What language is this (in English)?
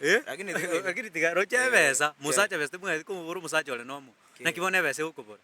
Gusii